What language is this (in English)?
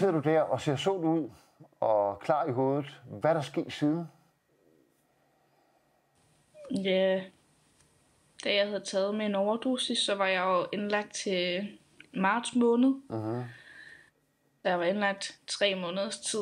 Danish